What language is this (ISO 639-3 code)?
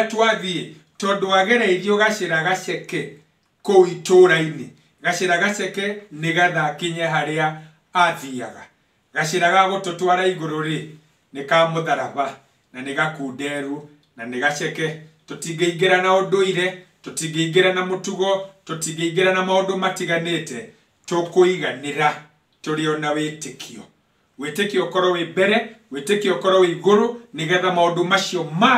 kik